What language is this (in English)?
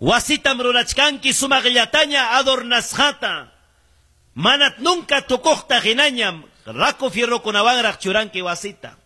Ayacucho Quechua